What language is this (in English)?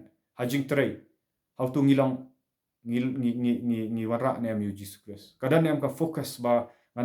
Khasi